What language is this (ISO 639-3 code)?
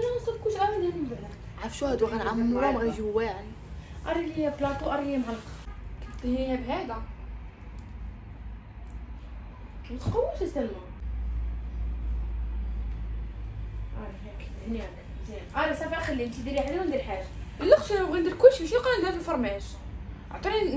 ary